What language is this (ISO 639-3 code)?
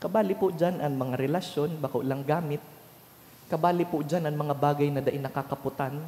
bik